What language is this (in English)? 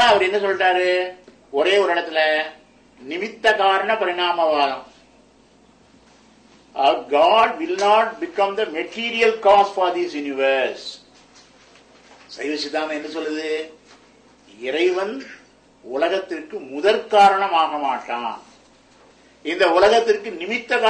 Tamil